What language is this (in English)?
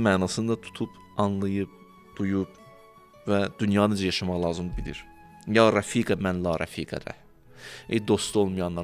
Azerbaijani